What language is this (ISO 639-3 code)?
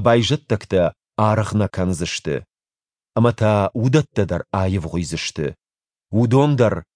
oss